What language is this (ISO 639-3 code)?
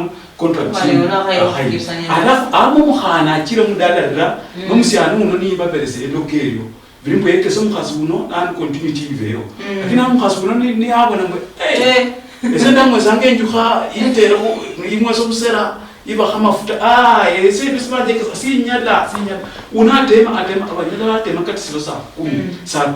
luy